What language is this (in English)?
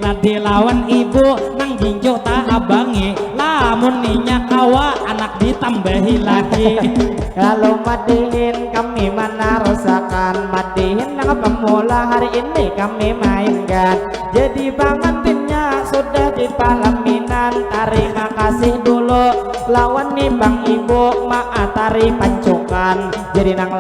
Banjar